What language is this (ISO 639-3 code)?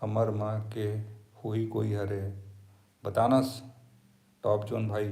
hne